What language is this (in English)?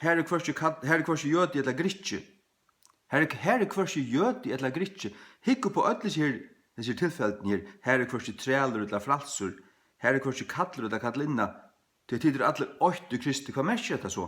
Faroese